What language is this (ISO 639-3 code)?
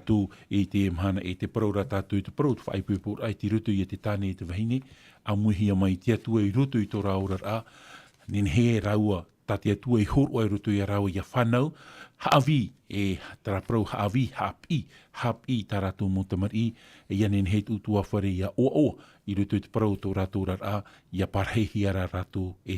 tah